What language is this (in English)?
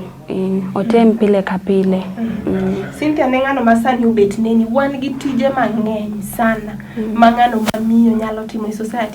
Luo (Kenya and Tanzania)